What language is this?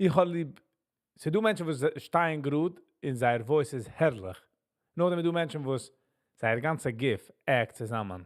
Yiddish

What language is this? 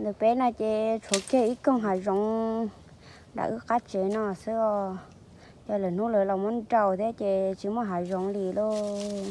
Hmong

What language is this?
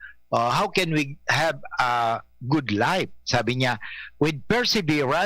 Bikol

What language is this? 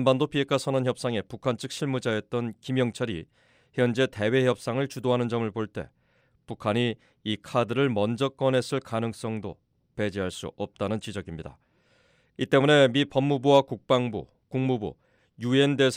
Korean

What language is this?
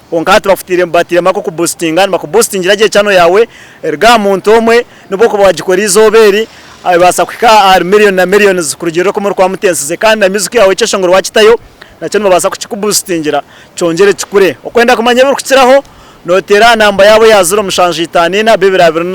Nyankole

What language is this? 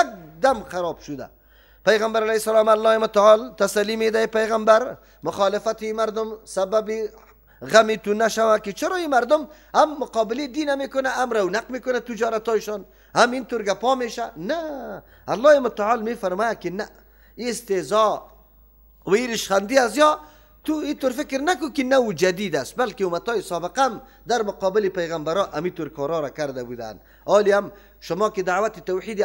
Persian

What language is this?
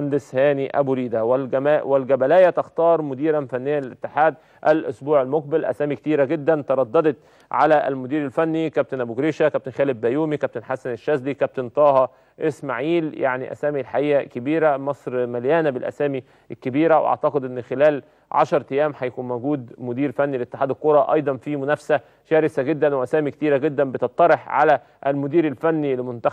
Egyptian Arabic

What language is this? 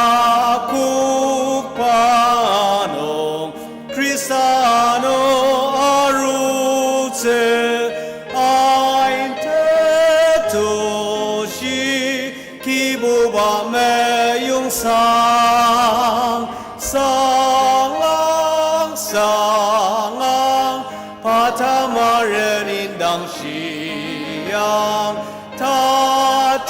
Ao Naga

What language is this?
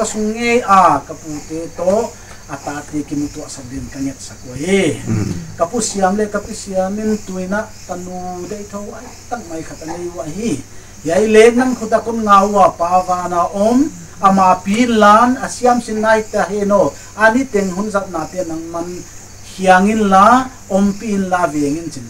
Paite Chin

